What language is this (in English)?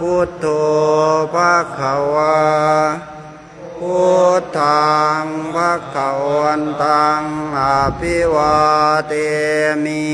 Pali